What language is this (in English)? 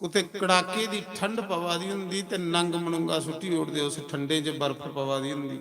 Dogri